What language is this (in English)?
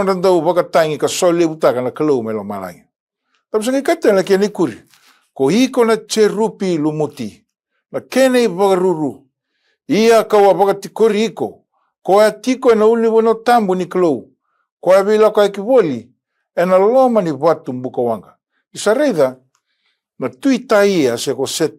Fijian